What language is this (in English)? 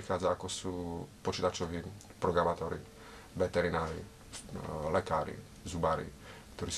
Slovak